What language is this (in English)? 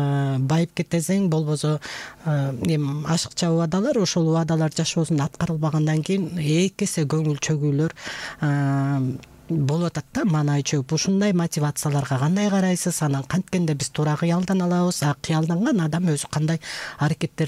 Kyrgyz